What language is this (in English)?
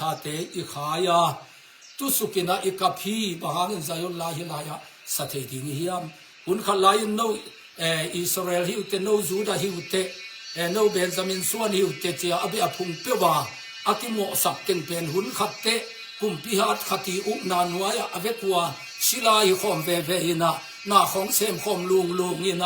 Tedim Chin